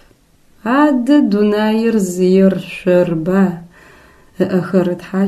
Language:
Adyghe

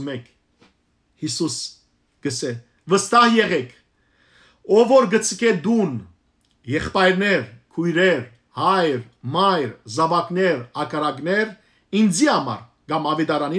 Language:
Western Armenian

